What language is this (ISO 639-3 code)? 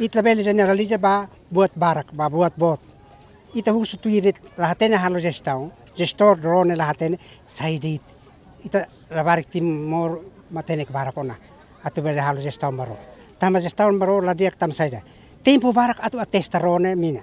tet